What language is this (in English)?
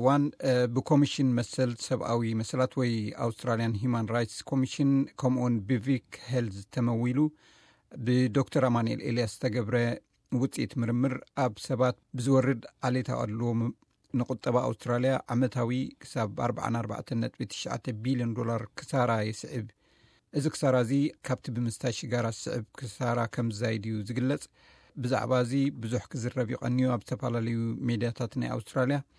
Tigrinya